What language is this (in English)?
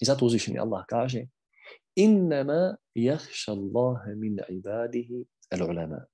Bosnian